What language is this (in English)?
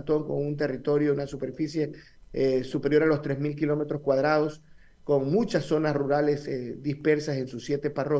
Spanish